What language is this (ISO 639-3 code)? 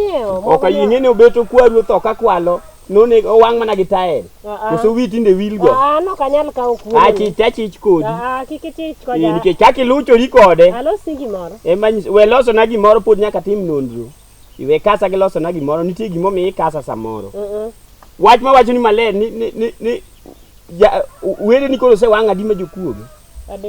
luo